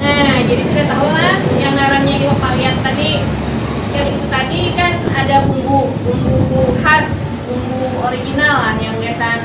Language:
Banjar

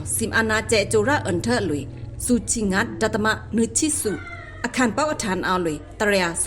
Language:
Pa'o Karen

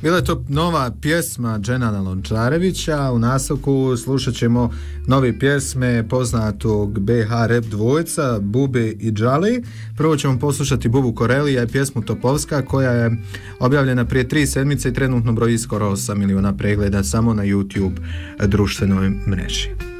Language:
Bosnian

